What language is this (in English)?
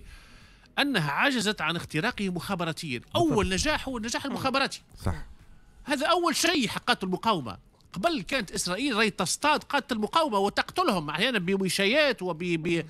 Tunisian Arabic